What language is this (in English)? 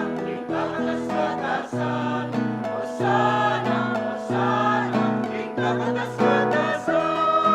Pampanga